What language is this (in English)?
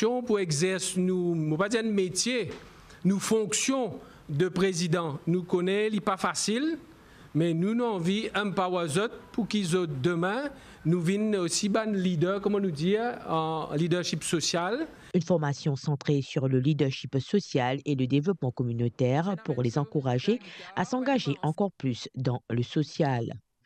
Morisyen